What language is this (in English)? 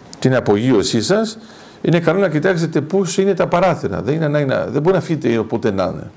Greek